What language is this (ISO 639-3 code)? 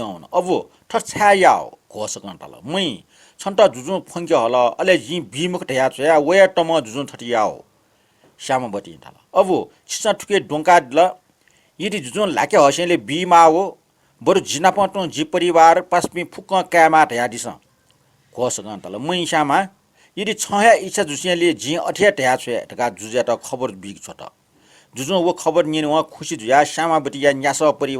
new